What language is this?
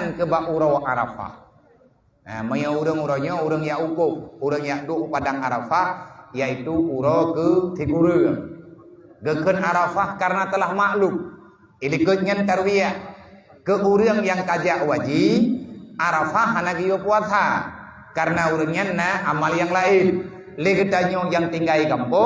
Achinese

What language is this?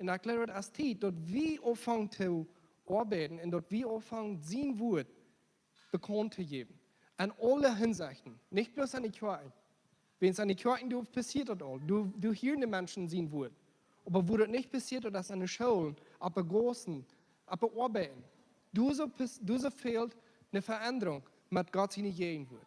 Plautdietsch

